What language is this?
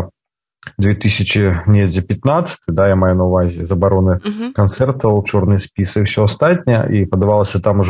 Belarusian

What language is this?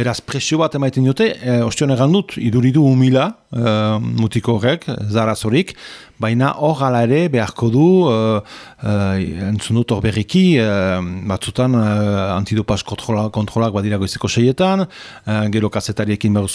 Basque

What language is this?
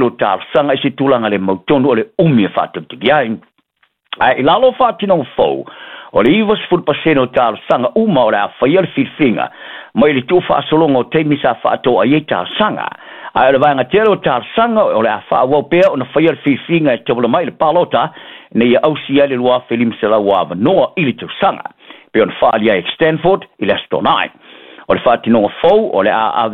Samoan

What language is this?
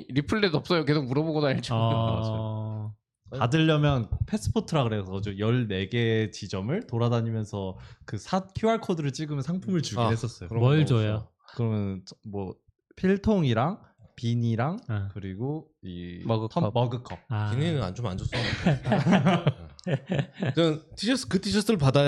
Korean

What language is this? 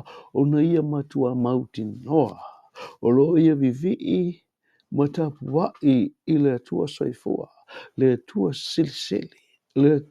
Samoan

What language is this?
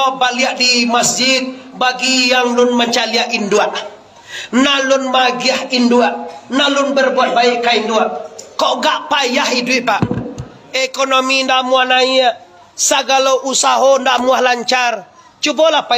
Minangkabau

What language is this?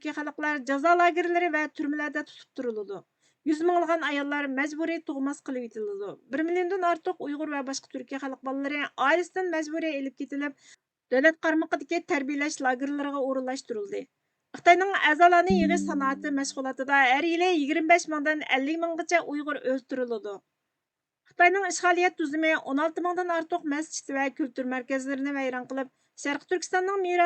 Uyghur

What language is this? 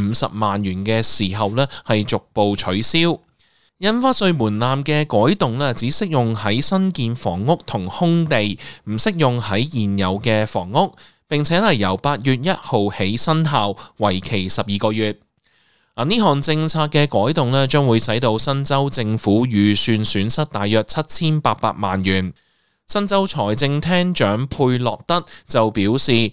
Cantonese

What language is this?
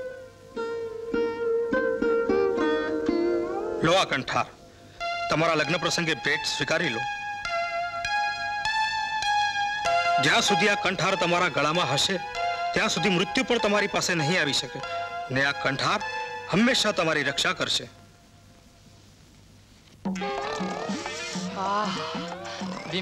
Gujarati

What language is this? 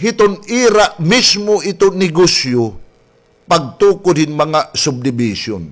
Waray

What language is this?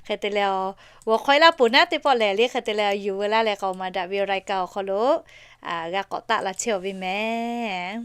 Lahu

